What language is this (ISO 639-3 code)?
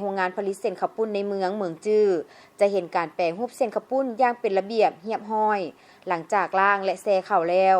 lao